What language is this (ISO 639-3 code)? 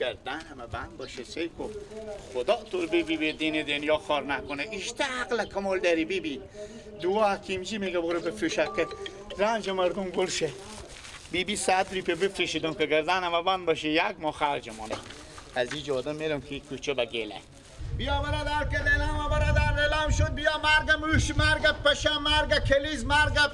fas